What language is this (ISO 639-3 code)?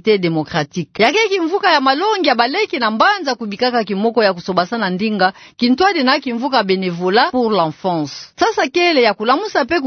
ktu